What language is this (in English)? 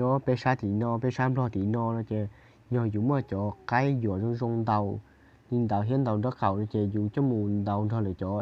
Hmong